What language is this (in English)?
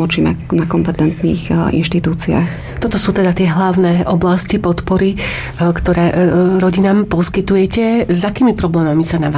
Slovak